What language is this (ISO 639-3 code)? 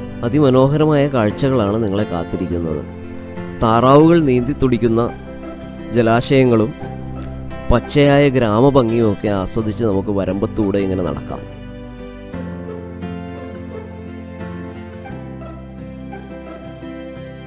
mal